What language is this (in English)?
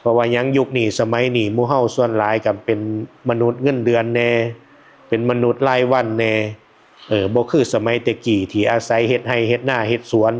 Northeastern Thai